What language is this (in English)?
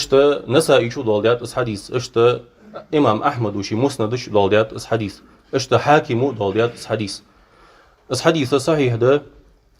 Ingush